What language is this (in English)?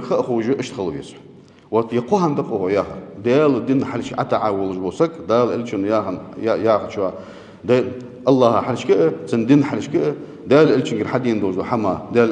Ingush